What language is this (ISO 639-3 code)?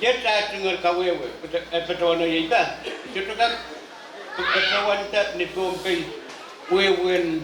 pon